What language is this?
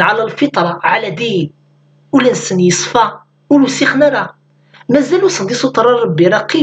Kabyle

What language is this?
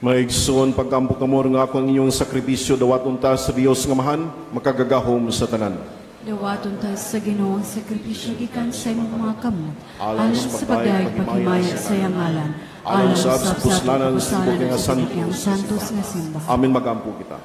Cebuano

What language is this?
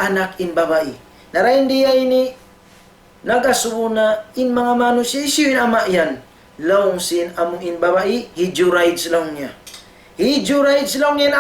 Tausug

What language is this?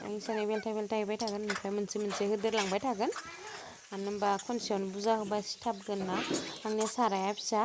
Bodo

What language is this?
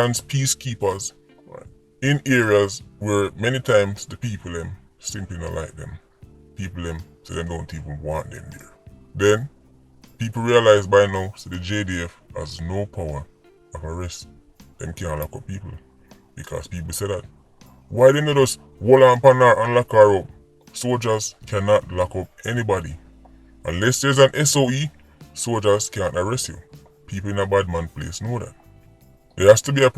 Jamaican Creole English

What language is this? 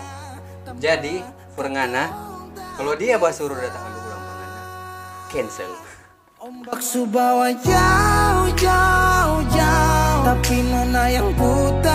Manado Malay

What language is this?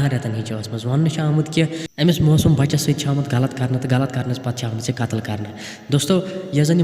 Kashmiri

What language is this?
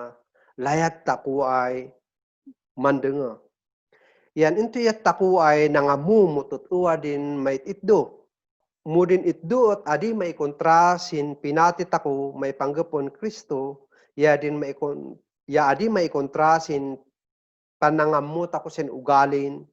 Kankanaey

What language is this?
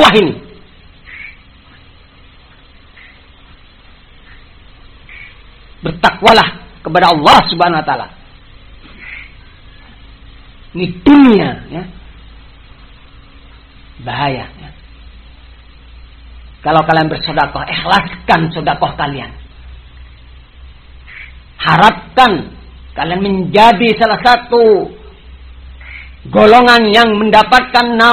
Indonesian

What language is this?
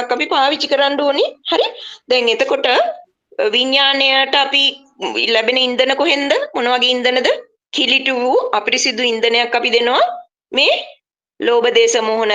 Sinhala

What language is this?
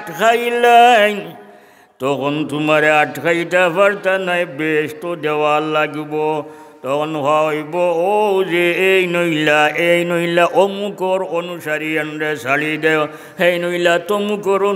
Sylheti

